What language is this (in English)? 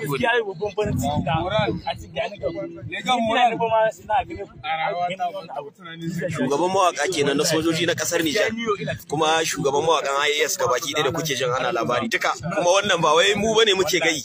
Hausa